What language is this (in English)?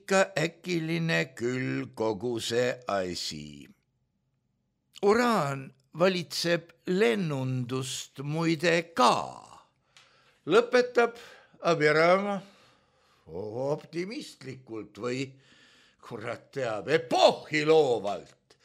Estonian